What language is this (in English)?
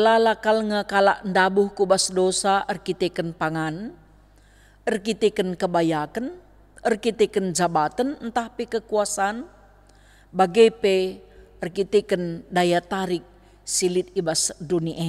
Batak Karo